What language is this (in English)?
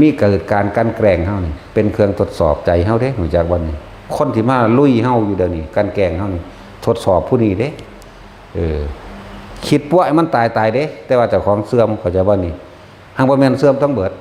Northeastern Thai